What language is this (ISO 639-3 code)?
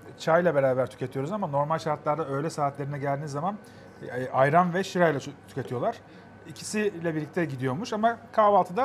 tur